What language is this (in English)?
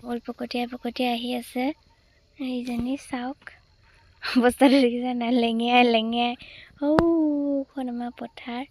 Assamese